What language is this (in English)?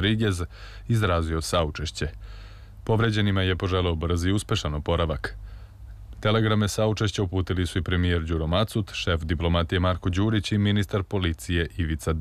Serbian